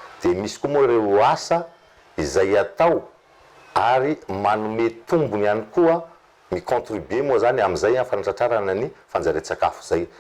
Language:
Malagasy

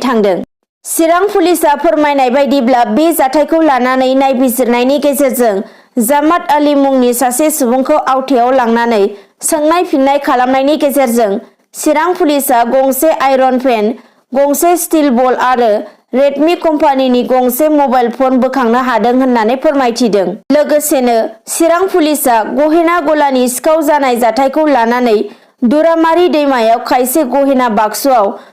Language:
Bodo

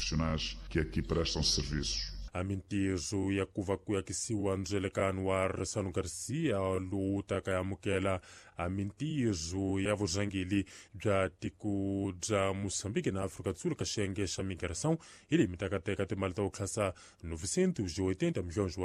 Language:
Tsonga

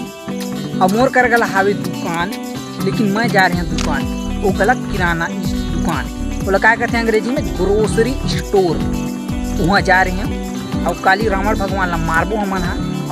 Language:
Chhattisgarhi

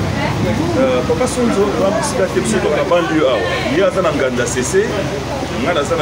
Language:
Lingala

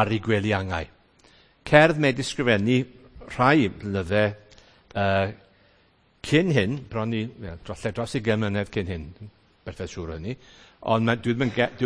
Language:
Welsh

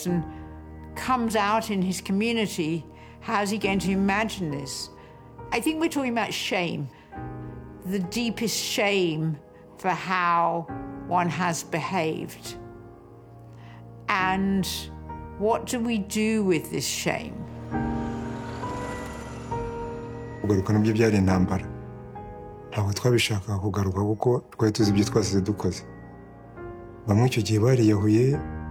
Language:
Kinyarwanda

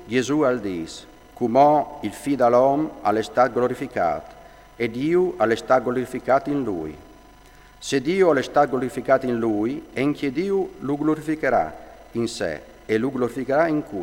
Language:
Friulian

